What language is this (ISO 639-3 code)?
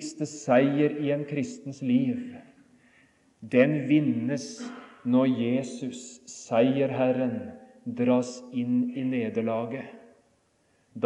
nor